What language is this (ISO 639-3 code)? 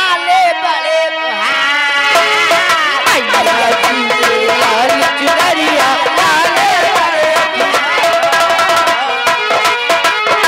bho